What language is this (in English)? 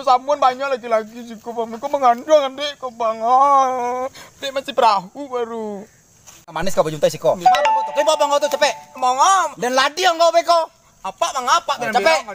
Minangkabau